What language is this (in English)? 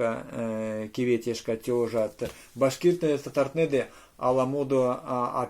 Erzya